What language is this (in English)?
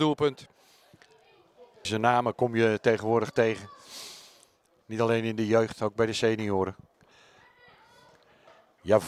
Dutch